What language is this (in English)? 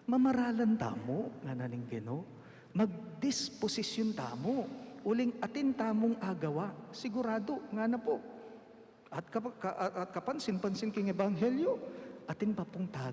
Pampanga